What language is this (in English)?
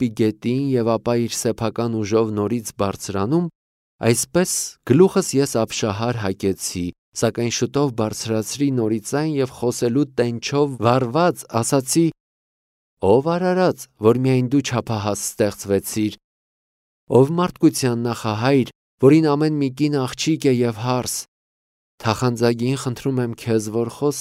Armenian